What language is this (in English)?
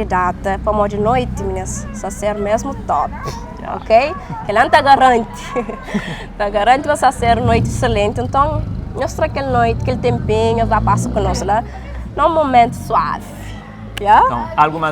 Kabuverdianu